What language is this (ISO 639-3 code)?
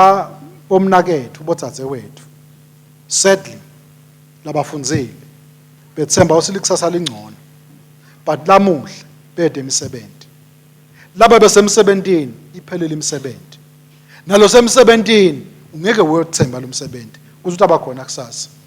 ssw